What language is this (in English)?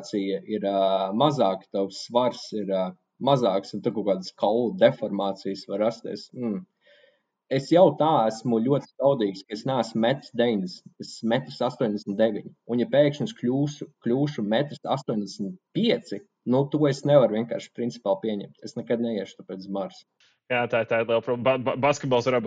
Latvian